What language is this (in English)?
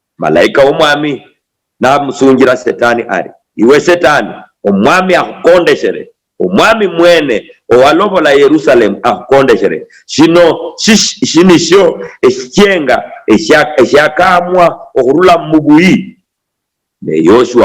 Luyia